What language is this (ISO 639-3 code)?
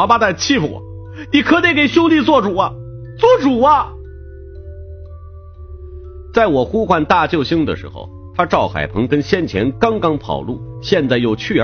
zho